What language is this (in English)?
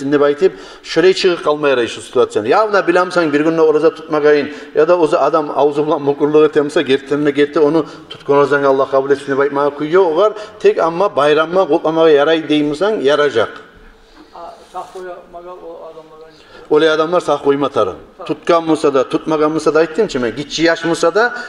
Kumyk